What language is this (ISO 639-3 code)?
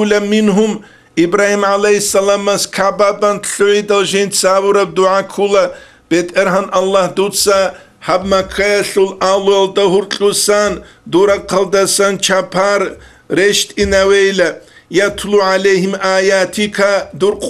ava